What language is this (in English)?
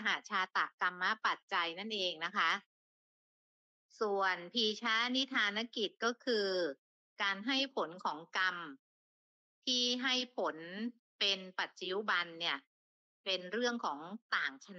Thai